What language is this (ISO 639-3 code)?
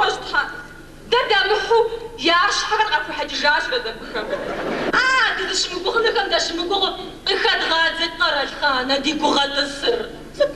kbd